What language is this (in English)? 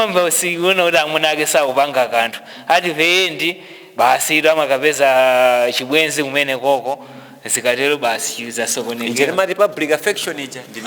Nyanja